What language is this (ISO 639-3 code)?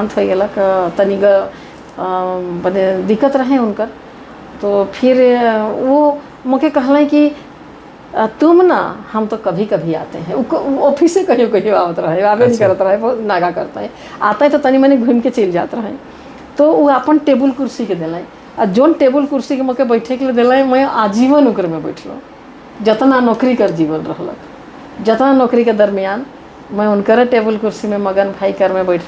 sck